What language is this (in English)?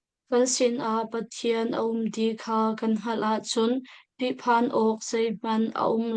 Hakha Chin